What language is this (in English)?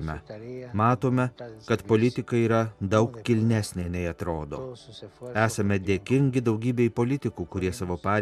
Lithuanian